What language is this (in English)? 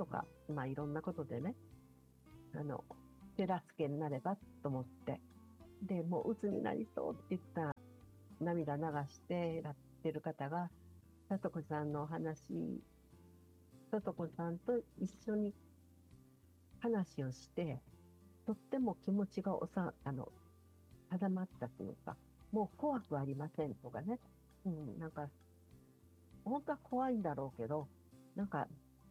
Japanese